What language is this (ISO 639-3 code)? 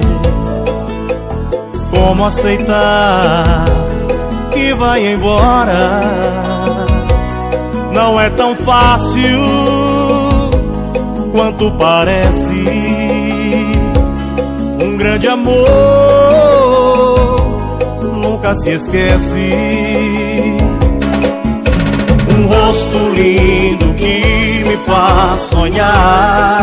por